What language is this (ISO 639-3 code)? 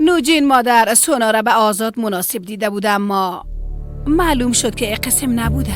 fas